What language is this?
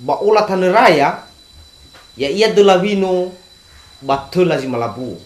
Nias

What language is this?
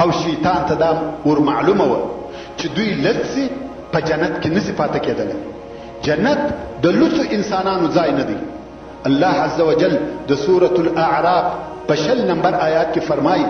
Pashto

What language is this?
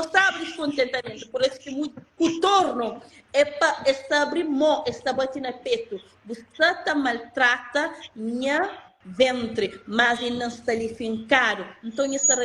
Kabuverdianu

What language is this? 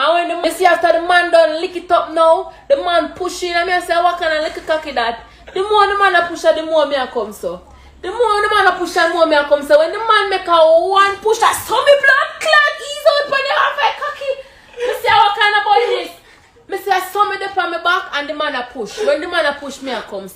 Jamaican Creole English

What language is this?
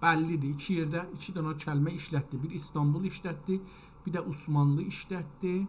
South Azerbaijani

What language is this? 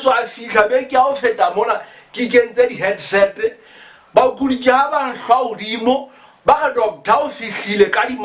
Southern Sotho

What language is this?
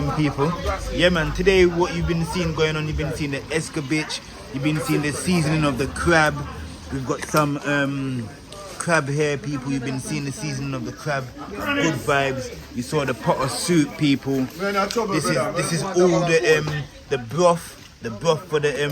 Jamaican Creole English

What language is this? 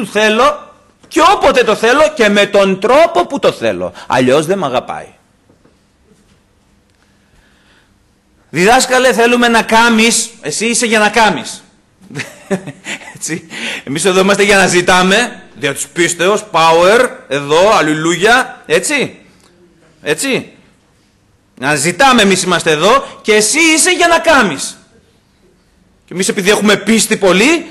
Greek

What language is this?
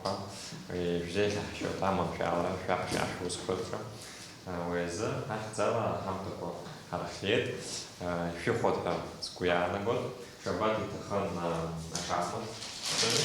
Abkhazian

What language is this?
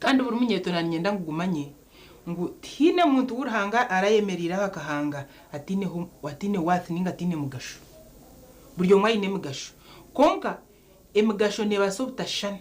Nyankole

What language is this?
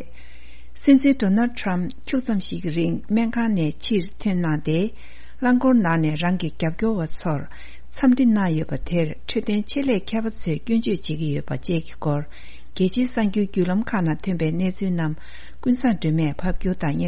Tibetan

